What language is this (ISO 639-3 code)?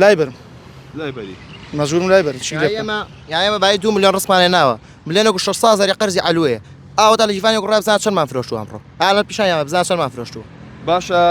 ckb